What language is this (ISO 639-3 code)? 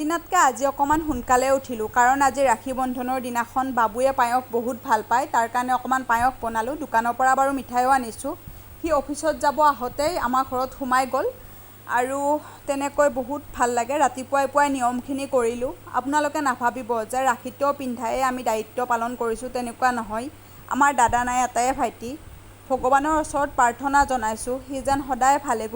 asm